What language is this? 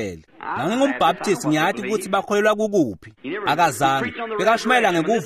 Swati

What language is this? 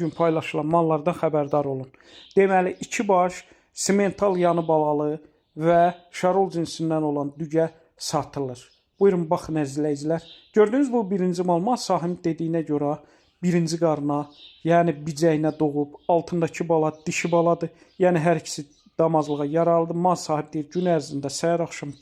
Azerbaijani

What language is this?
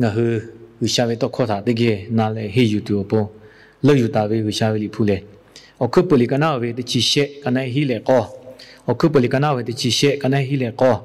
Lahu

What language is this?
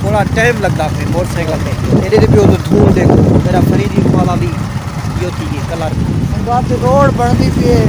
Saraiki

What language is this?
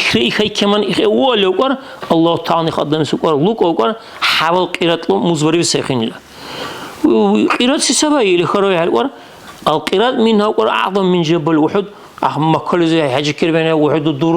Dargwa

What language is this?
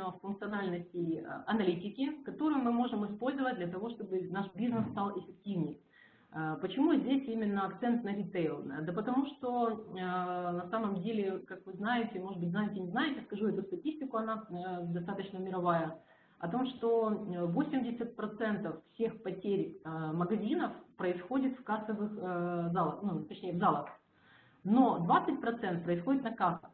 Russian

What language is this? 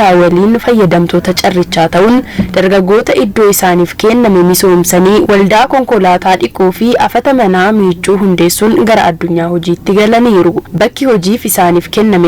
Oromo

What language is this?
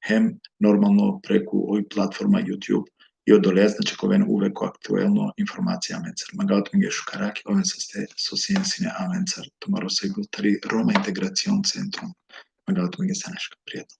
Balkan Romani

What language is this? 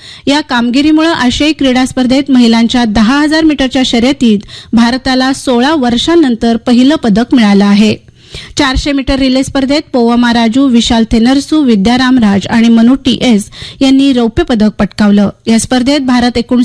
Marathi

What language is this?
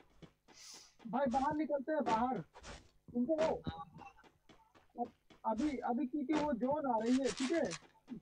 Hindi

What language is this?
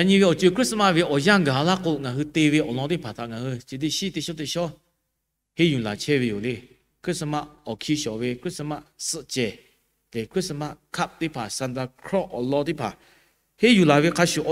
Lahu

